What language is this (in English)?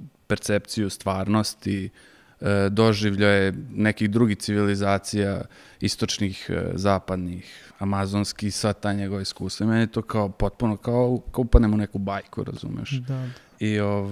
Serbian